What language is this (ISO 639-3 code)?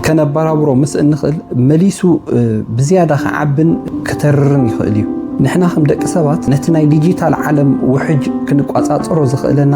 tir